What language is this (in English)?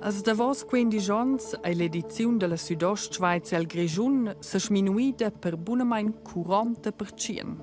Romansh